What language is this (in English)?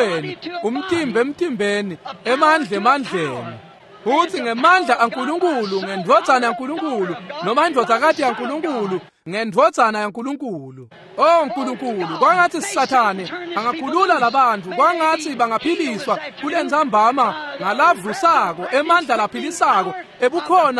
Swati